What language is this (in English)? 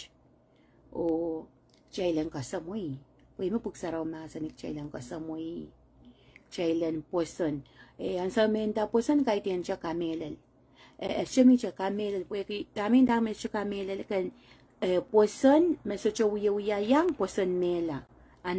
Pohnpeian